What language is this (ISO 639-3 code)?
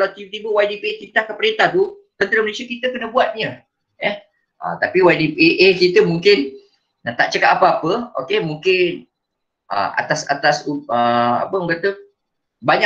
msa